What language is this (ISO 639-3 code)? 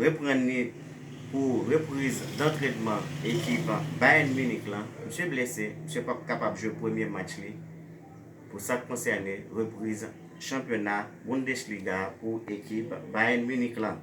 hat